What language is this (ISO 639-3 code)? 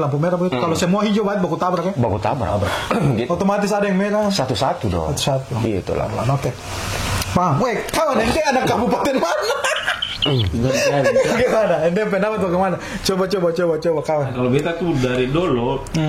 abs